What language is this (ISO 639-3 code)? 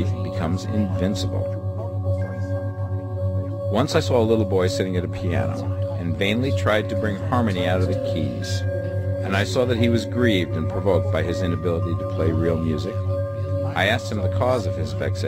eng